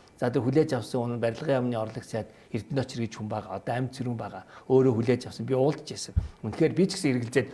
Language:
Mongolian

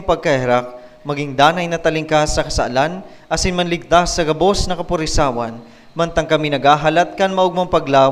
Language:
Bikol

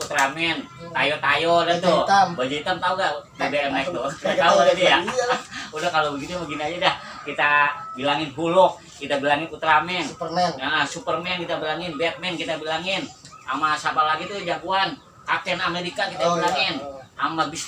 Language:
Betawi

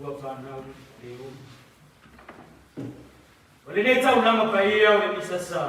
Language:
Samoan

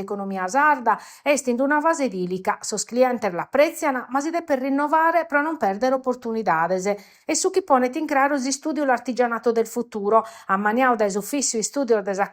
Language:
Sardinian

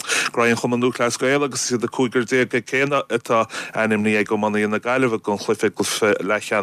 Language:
Irish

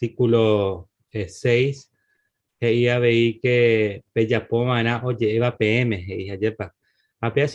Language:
Guarani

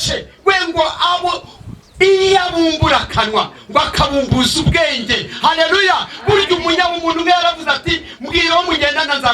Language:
Kinyarwanda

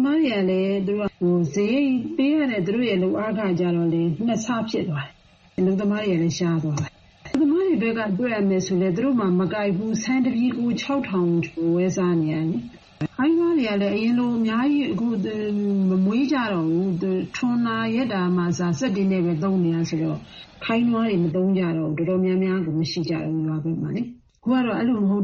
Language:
Burmese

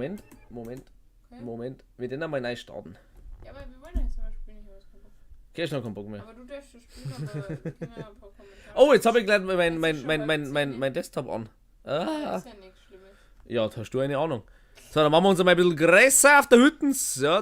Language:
Bavarian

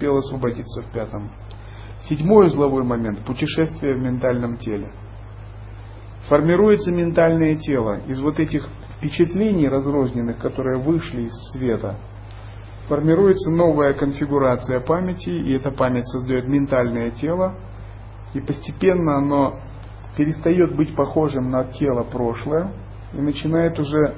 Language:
Russian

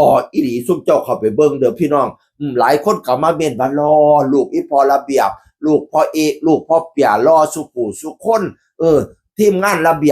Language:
Northeastern Thai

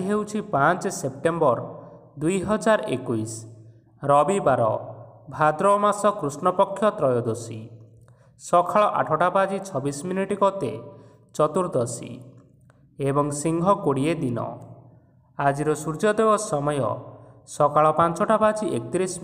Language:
Odia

